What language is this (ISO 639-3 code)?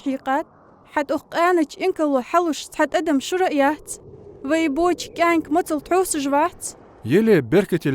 inh